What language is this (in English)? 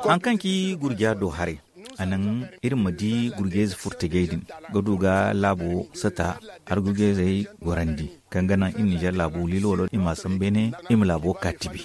Zarma